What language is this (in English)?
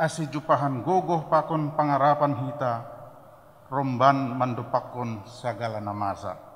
Batak Simalungun